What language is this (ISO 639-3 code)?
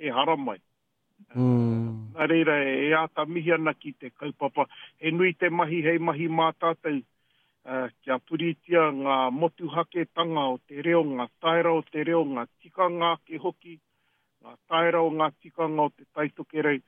mri